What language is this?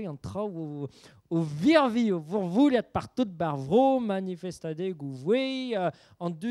Breton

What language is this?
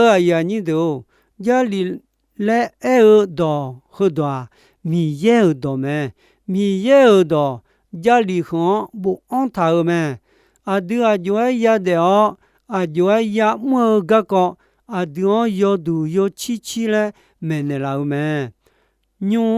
Akha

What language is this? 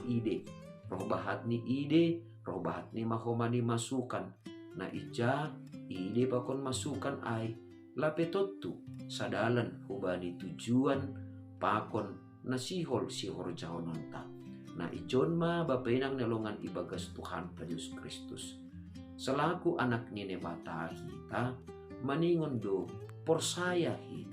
Batak Simalungun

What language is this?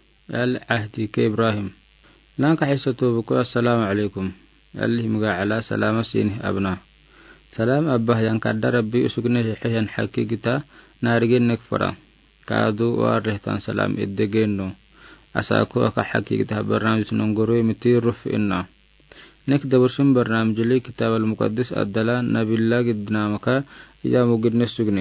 Afar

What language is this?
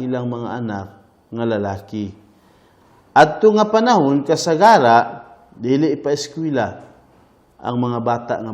Cebuano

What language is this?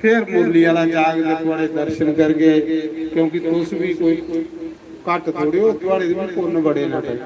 Dogri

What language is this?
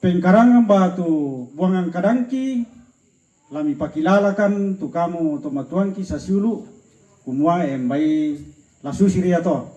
Toraja-Sa'dan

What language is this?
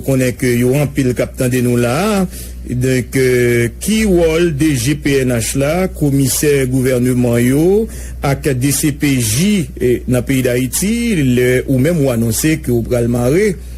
Haitian Creole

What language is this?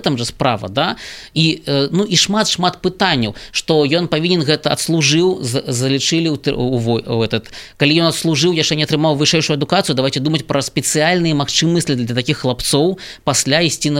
Belarusian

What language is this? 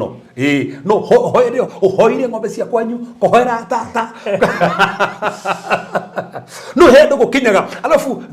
Kikuyu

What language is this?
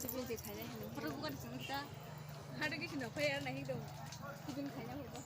Kok Borok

